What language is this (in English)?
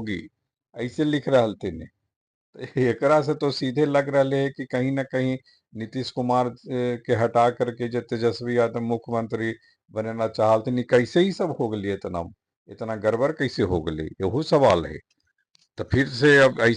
Magahi